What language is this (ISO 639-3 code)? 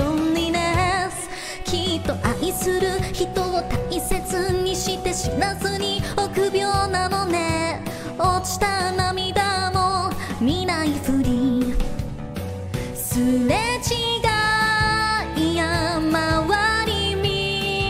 jpn